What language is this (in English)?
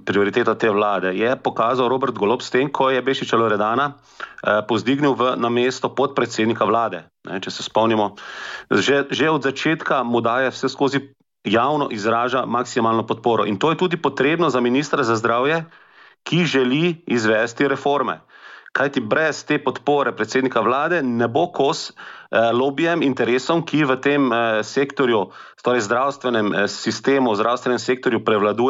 Slovenian